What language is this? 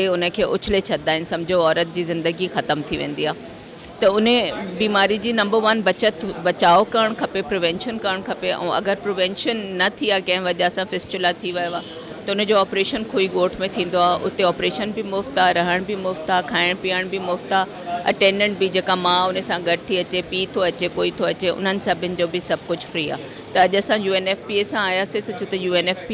Sindhi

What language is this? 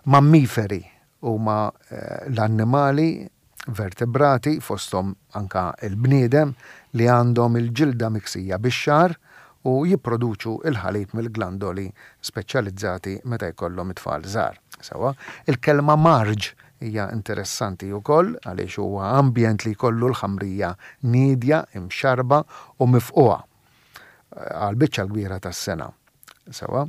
Maltese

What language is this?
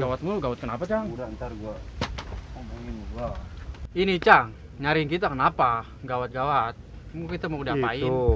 Betawi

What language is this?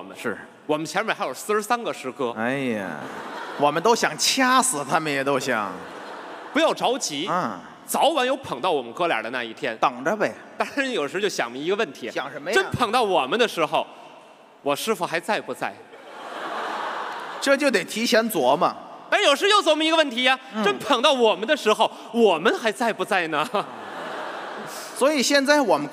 Chinese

